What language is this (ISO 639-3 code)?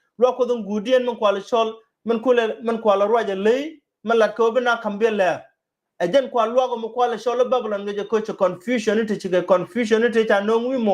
nus